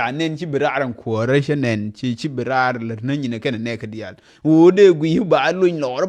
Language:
Nuer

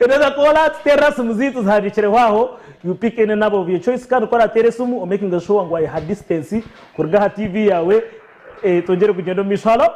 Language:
Nyankole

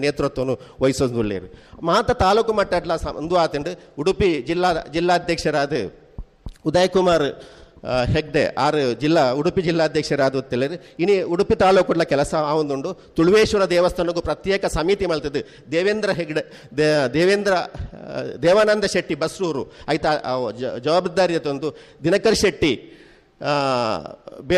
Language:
Tulu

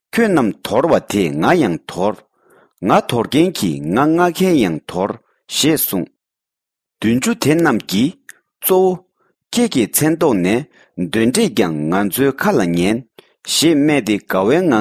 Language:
Tibetan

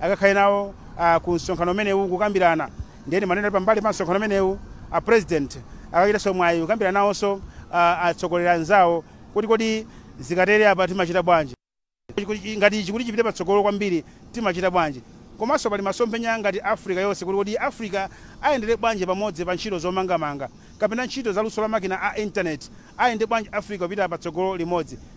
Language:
Nyanja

